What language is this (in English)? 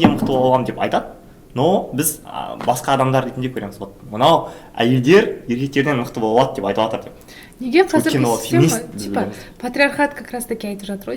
Kazakh